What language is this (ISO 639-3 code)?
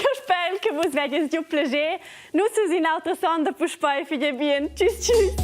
roh